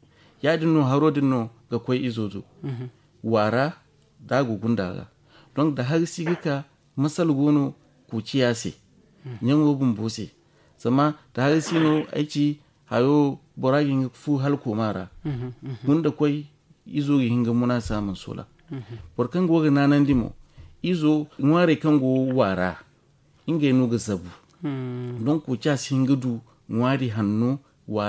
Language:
Zarma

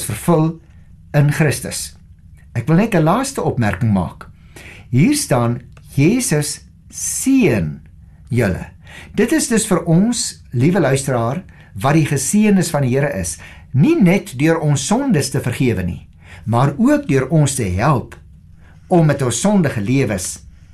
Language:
Afrikaans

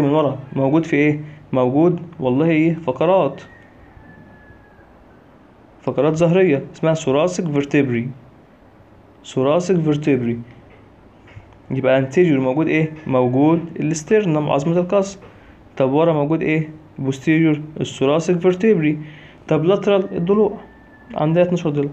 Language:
Egyptian Arabic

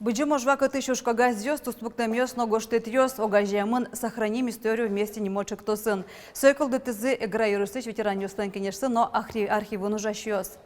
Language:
Udmurt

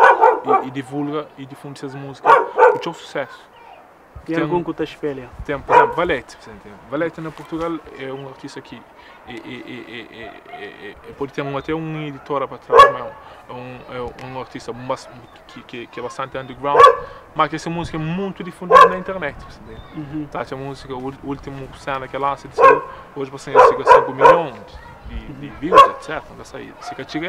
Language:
Kabuverdianu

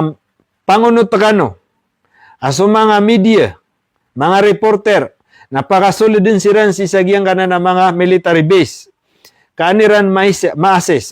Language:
Maranao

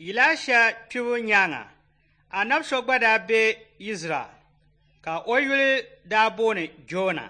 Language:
Dagbani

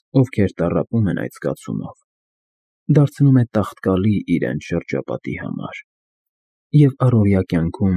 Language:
Armenian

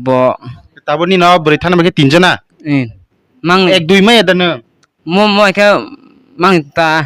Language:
Kok Borok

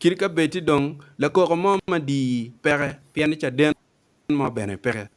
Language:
Acoli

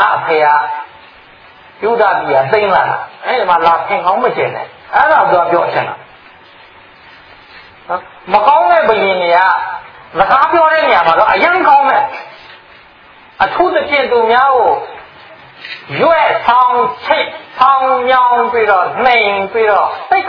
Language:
Burmese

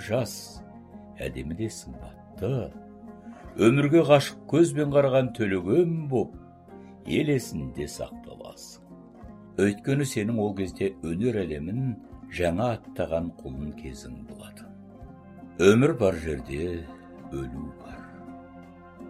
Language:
Kazakh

